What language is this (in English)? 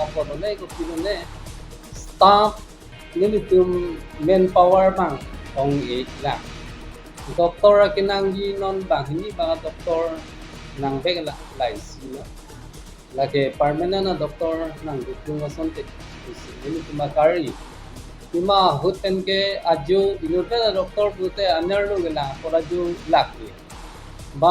Karbi